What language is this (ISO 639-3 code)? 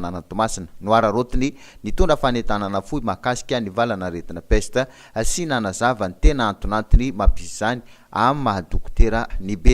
mlg